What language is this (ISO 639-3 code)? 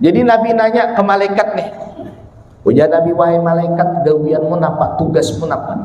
bjn